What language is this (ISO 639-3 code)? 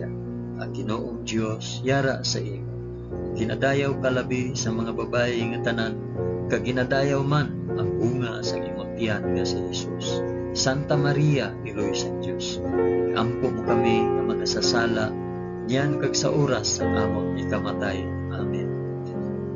hil